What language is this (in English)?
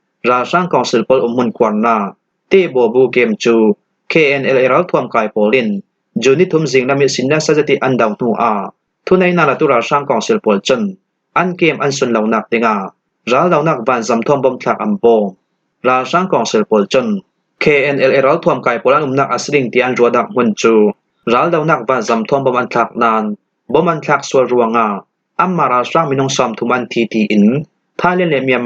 Falam Chin